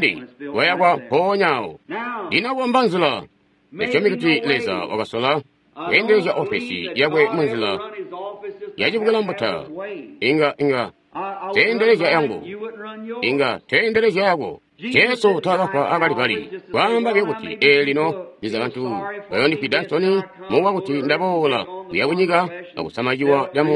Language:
Tonga (Zambia)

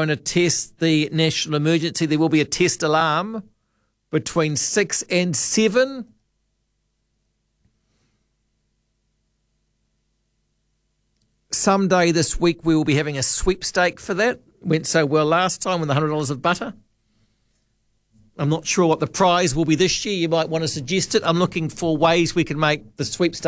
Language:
English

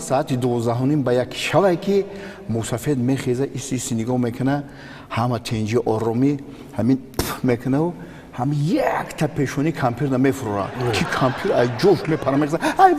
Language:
Tajik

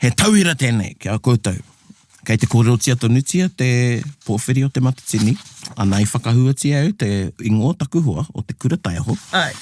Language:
Māori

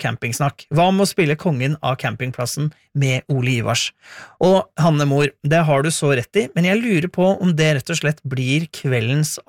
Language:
Norwegian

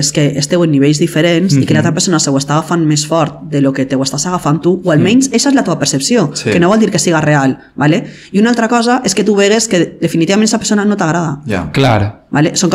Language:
Catalan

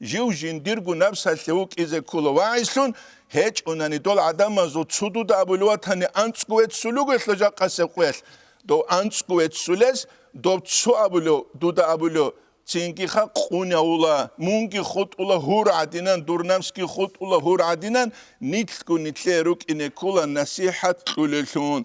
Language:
Avaric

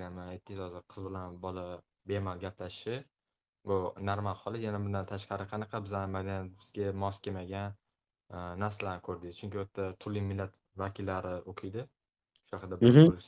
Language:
Uzbek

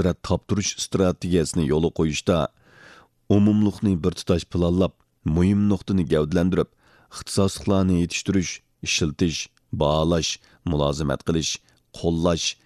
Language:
Uyghur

